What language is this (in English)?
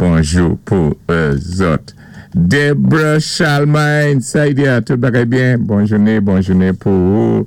Saint Lucian Creole French